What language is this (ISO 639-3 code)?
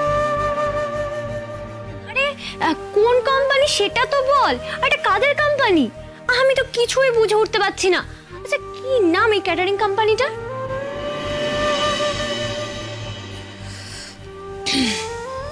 ben